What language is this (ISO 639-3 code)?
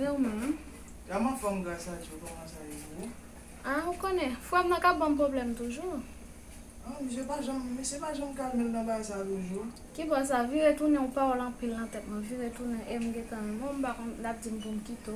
hat